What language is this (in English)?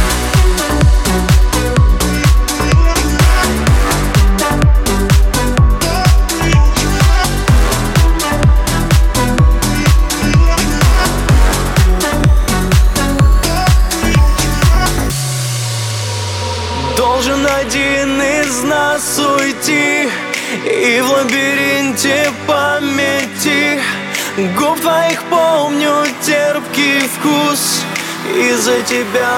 Russian